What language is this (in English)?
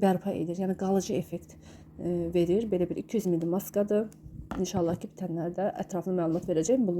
Azerbaijani